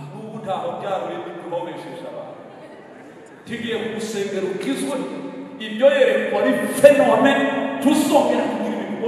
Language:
Kinyarwanda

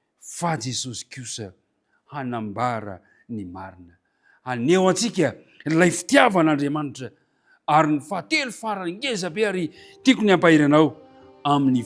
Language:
Malagasy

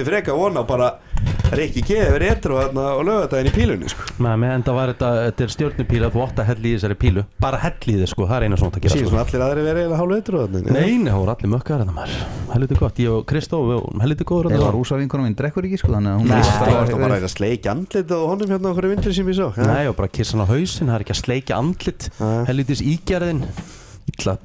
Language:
Icelandic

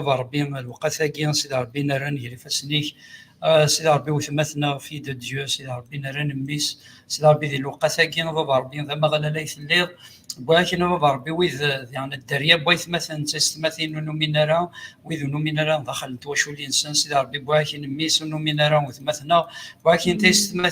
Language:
Kabyle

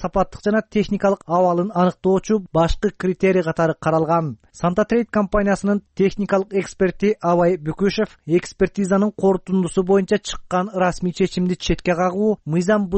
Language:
Kyrgyz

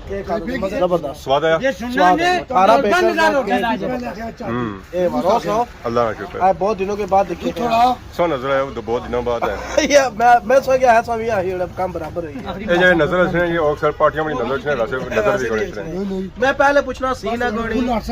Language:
Pahari-Potwari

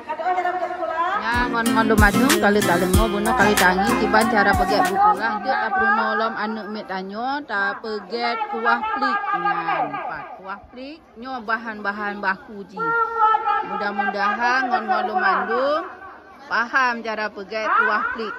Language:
Achinese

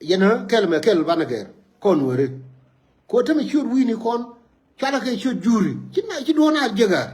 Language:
Nuer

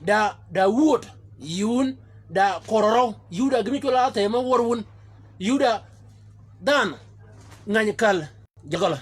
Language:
Shilluk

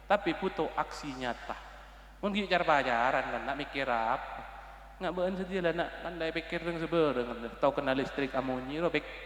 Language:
Madurese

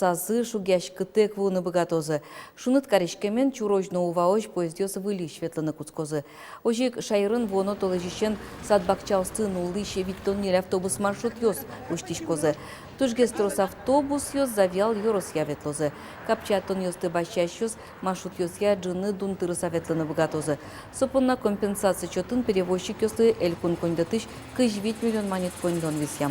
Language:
Udmurt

